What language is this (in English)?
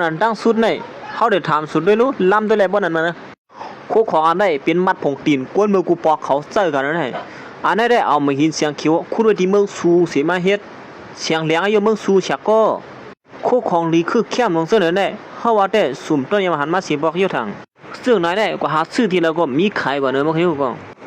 Shan